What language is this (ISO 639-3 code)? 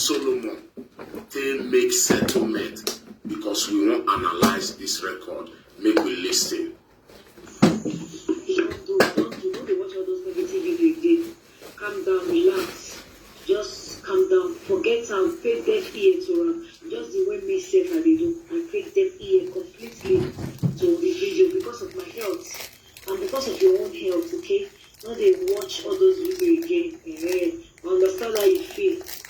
pcm